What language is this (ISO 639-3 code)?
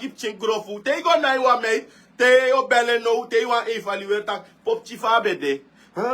srn